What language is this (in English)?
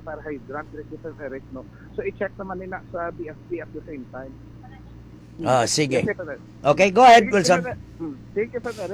Filipino